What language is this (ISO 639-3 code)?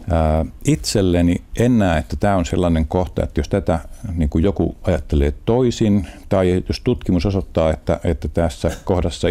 fin